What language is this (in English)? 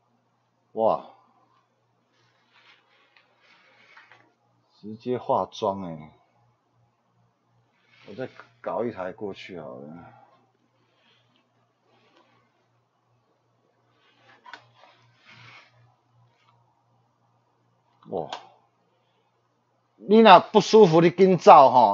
Chinese